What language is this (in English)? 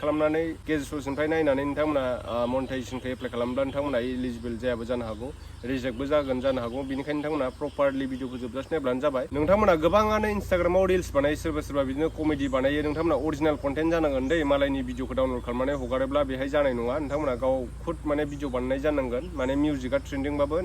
Bodo